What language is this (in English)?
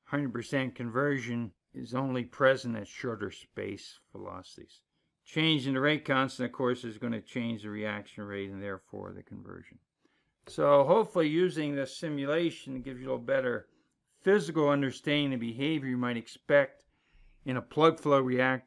English